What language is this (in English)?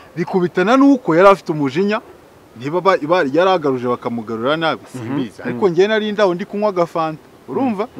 Kinyarwanda